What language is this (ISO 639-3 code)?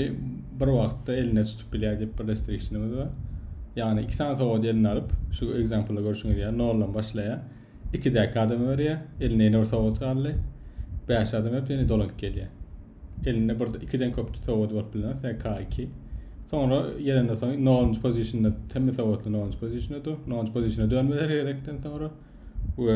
tuk